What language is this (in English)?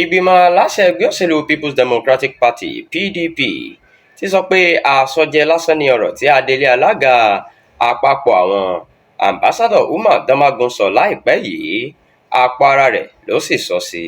Yoruba